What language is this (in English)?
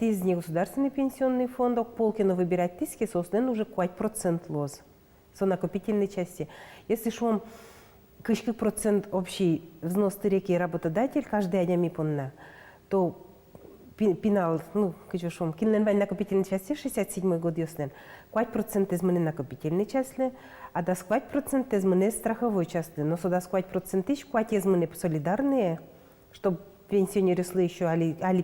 Udmurt